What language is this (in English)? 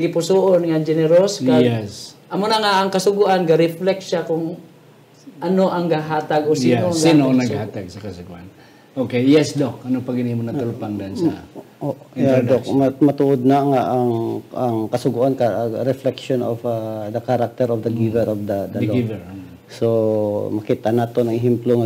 Hiligaynon